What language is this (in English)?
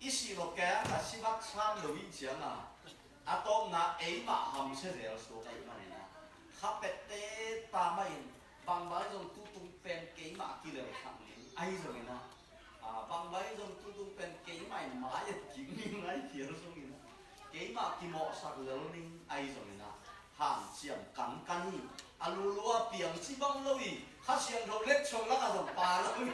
Tedim Chin